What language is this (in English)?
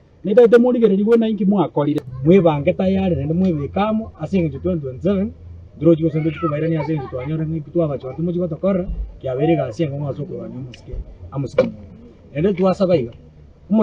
Gusii